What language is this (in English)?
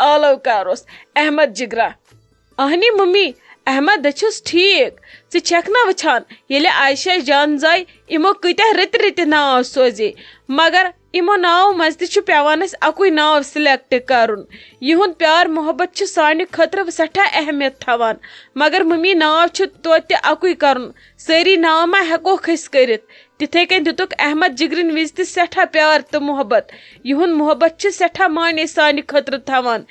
Kashmiri